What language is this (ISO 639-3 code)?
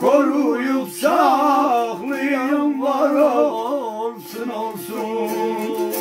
azb